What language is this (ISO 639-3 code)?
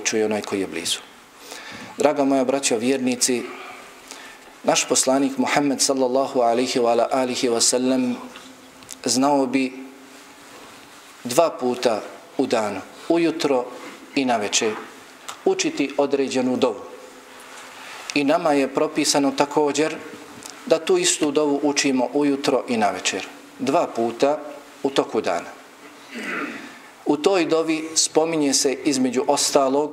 bos